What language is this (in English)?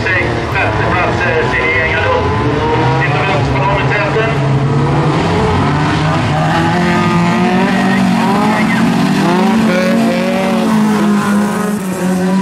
Swedish